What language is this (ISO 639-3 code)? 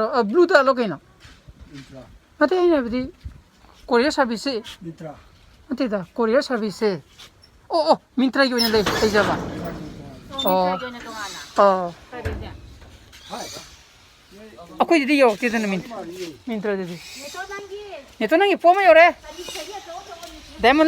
mni